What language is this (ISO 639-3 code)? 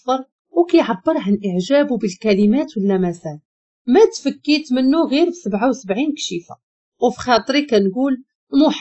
ary